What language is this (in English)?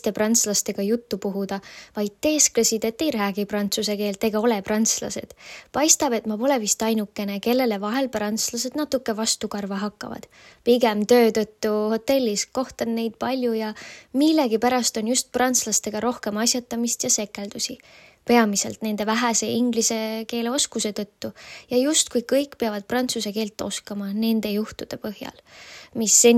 Estonian